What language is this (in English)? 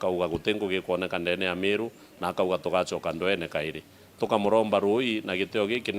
Meru